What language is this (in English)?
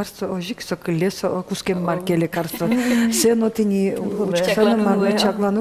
Udmurt